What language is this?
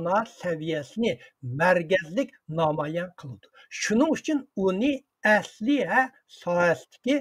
Uyghur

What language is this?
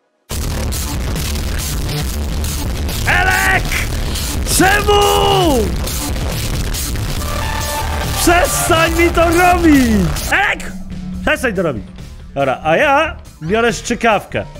Polish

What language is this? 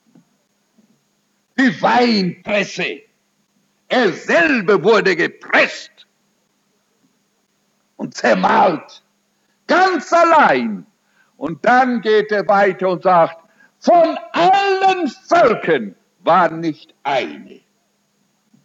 German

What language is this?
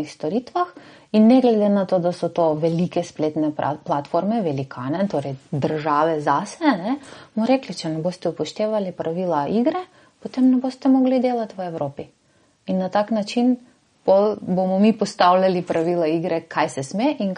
Slovenian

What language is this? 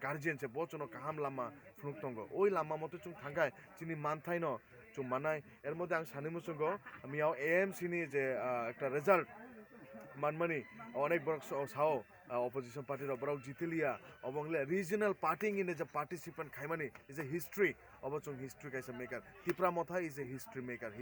Kok Borok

